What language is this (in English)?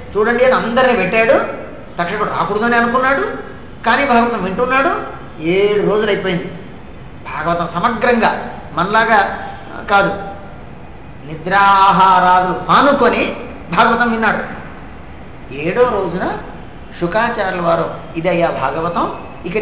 Telugu